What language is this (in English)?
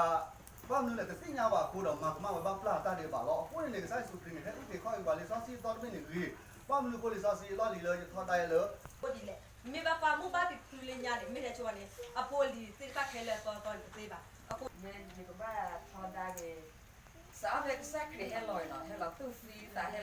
S'gaw Karen